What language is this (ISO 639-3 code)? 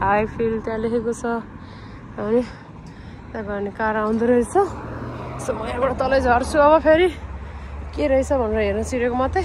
nep